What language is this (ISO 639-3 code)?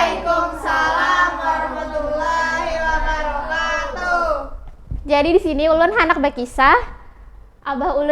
bjn